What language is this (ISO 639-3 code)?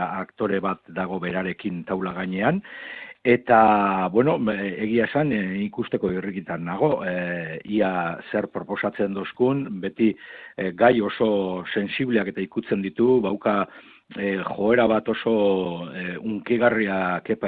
eus